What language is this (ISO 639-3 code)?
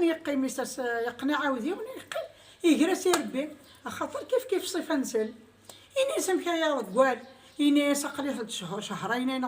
kab